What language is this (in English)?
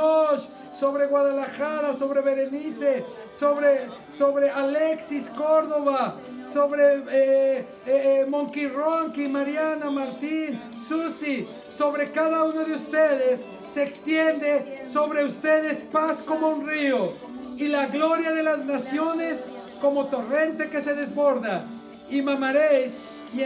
Spanish